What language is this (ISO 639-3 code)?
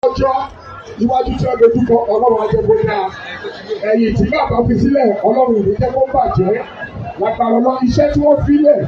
yor